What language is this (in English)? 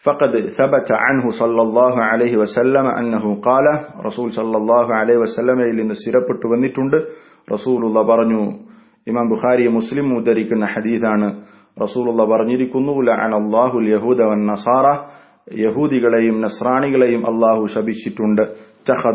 Malayalam